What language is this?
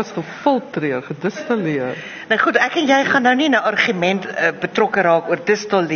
Afrikaans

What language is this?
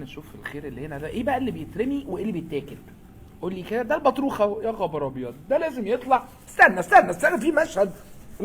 Egyptian Arabic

